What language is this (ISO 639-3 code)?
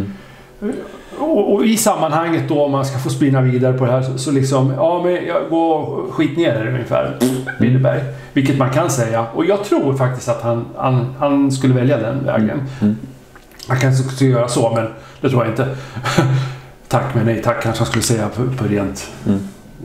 swe